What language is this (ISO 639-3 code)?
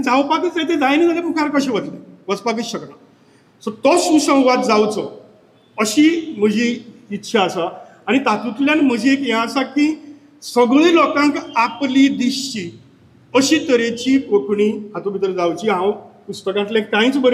kok